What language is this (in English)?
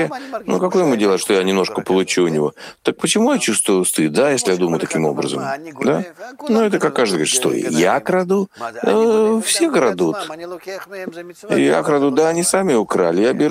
Russian